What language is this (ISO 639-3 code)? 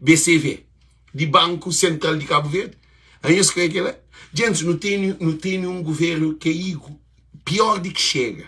kea